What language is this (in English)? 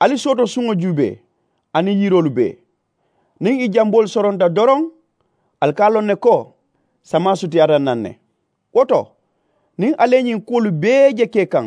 Mandingo